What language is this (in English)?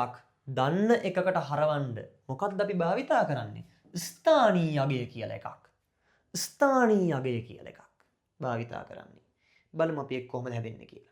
Sinhala